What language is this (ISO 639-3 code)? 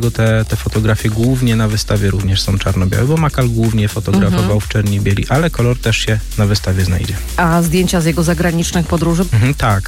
pol